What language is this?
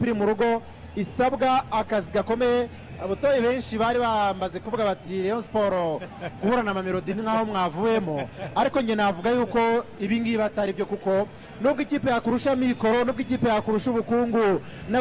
Kinyarwanda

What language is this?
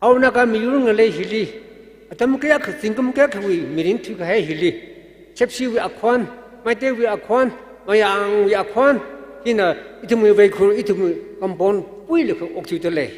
Tangkhul Naga (India)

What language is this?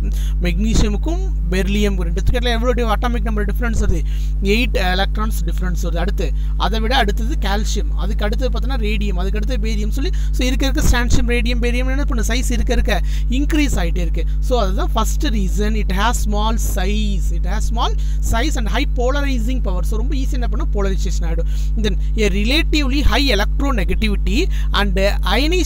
Tamil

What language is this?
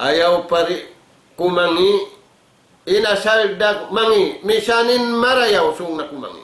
Tausug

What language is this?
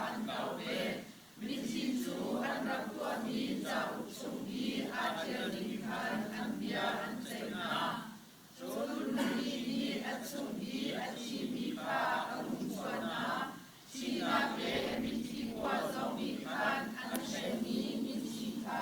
Hakha Chin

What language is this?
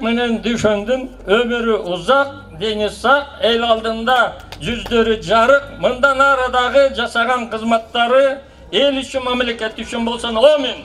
Kyrgyz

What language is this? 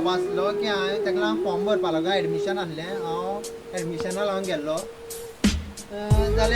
Konkani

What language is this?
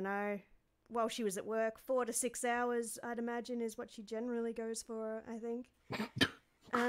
English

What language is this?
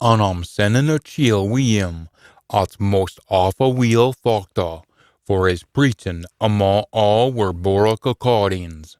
Scots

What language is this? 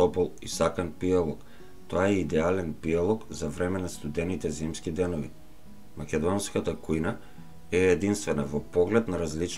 Macedonian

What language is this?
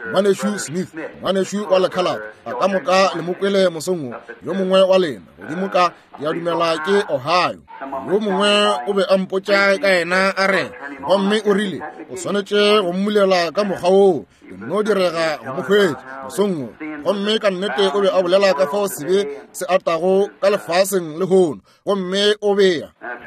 Northern Sotho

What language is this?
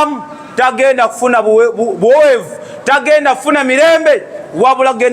Ganda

